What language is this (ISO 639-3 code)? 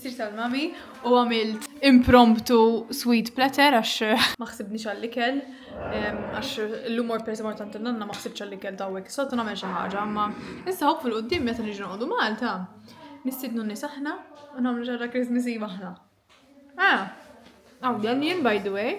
mlt